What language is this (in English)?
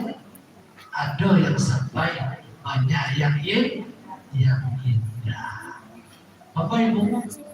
Minangkabau